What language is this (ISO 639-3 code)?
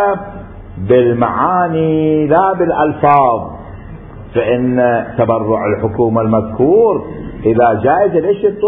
acm